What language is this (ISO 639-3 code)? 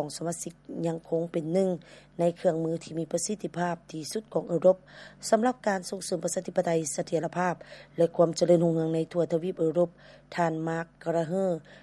lao